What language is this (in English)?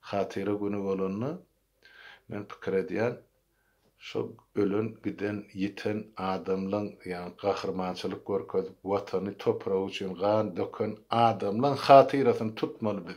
Turkmen